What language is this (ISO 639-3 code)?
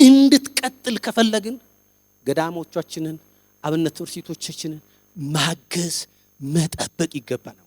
amh